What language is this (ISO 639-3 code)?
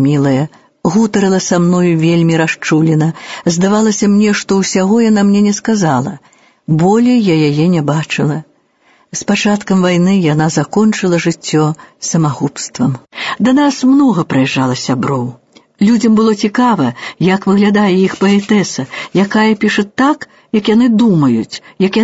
bel